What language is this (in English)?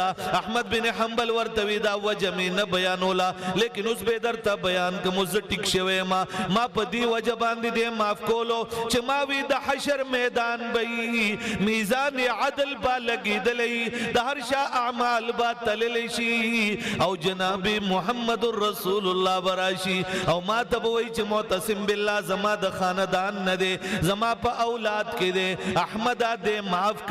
Pashto